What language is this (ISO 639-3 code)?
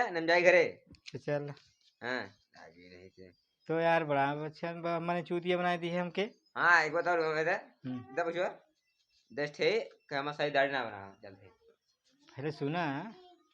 awa